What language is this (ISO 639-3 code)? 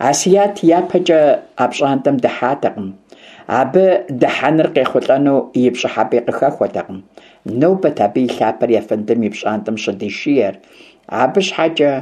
kbd